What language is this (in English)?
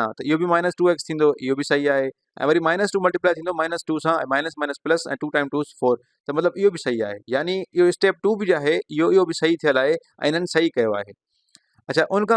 Sindhi